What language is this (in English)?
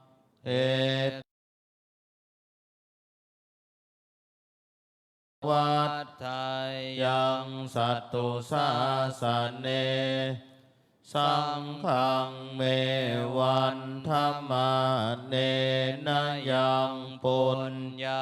Pali